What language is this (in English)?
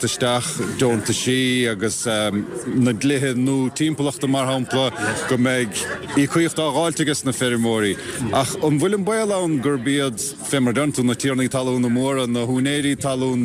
Irish